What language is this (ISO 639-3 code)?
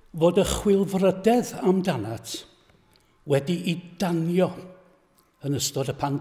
cym